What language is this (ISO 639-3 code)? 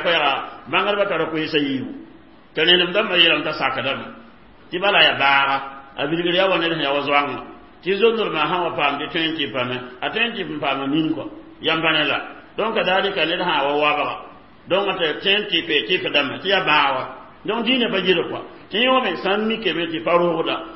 mos